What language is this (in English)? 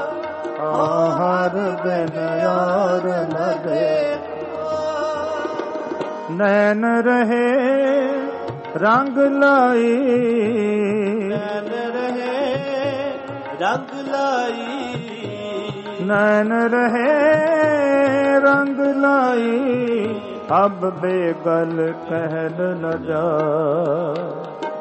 Punjabi